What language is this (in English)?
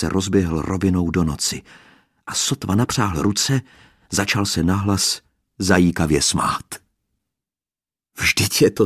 Czech